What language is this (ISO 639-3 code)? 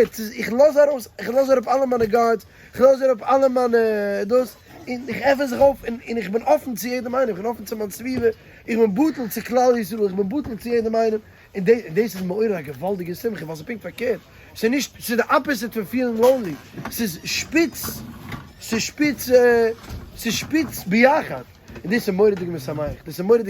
yid